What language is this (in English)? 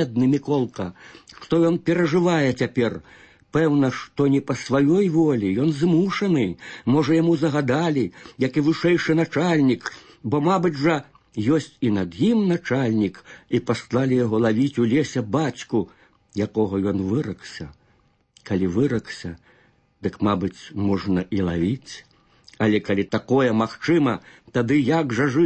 Belarusian